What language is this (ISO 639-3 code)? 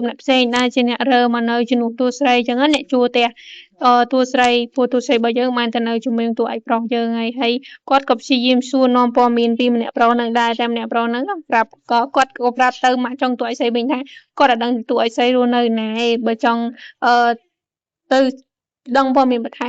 khm